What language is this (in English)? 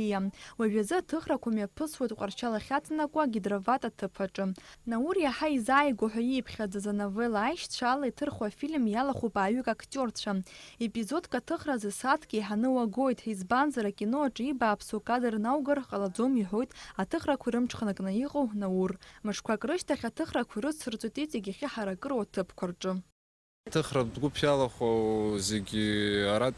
Abkhazian